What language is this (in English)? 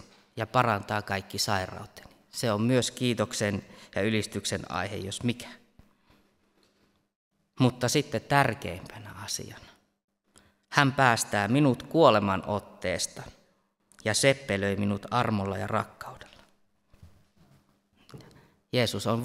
Finnish